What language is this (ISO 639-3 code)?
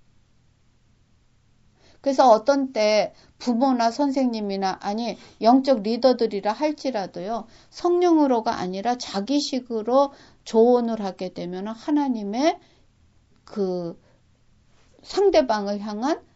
kor